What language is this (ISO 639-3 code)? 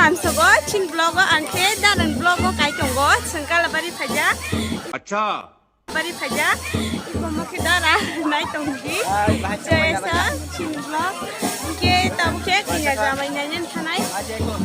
trp